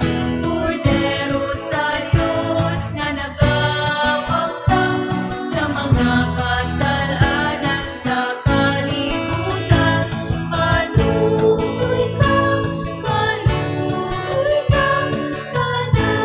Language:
Cebuano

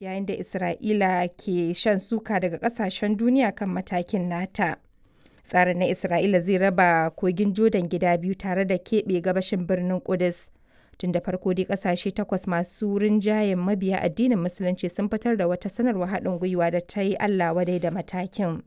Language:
Hausa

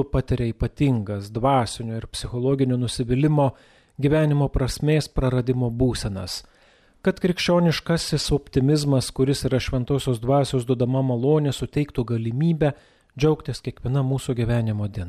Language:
Lithuanian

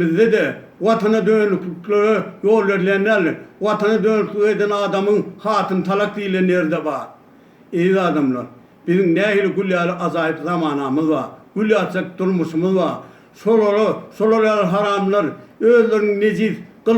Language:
Turkmen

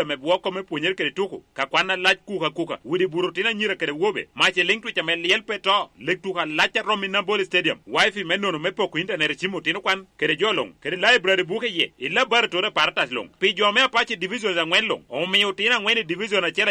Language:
Lango (Uganda)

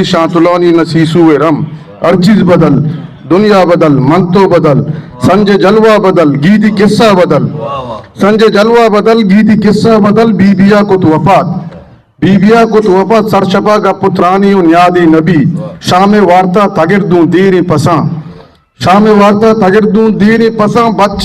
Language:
Eastern Balochi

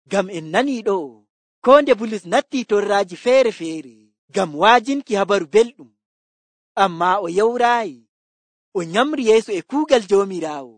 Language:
Nigerian Fulfulde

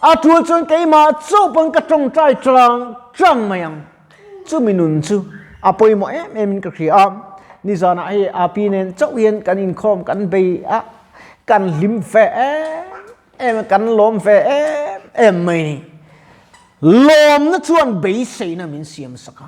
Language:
Mizo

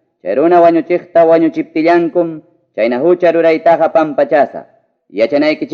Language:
Ayacucho Quechua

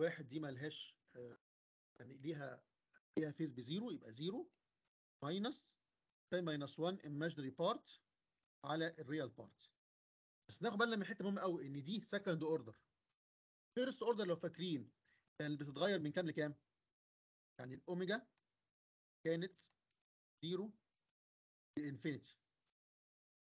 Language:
Egyptian Arabic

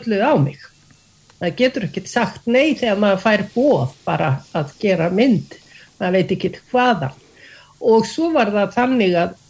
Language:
Icelandic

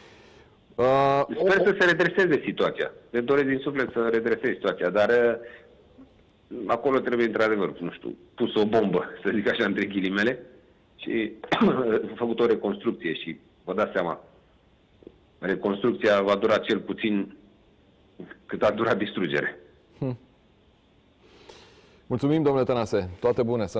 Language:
Romanian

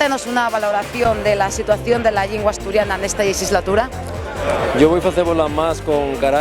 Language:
Asturian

